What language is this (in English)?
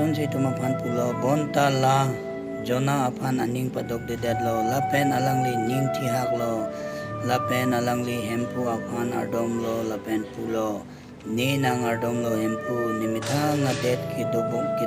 Karbi